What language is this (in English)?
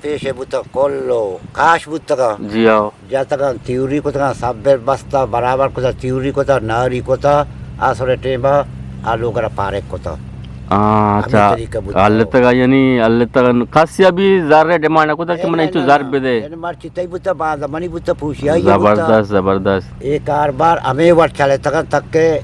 Eastern Balochi